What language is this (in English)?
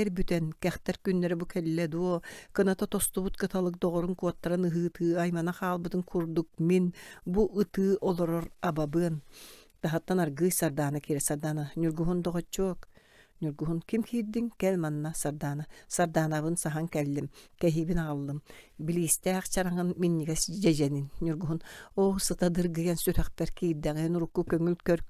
Yakut